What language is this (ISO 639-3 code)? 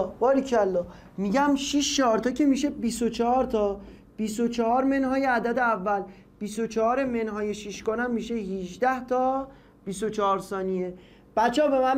fas